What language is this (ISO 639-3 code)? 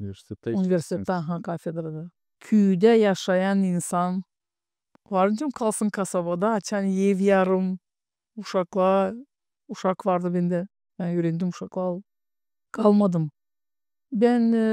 gag